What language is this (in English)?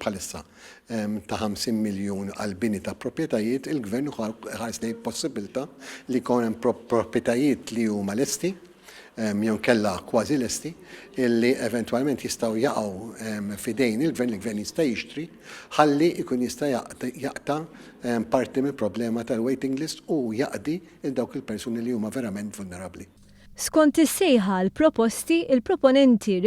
Maltese